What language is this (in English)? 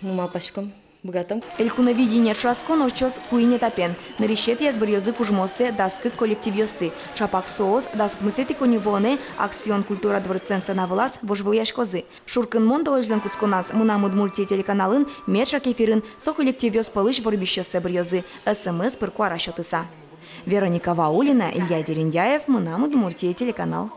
Udmurt